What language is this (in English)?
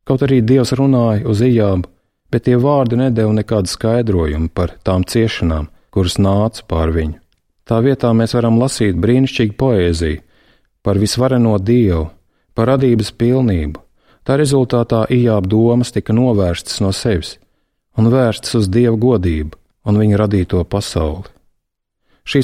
Latvian